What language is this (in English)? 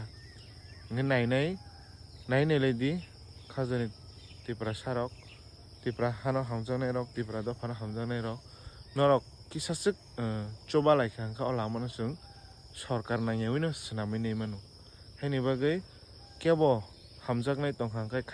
Kok Borok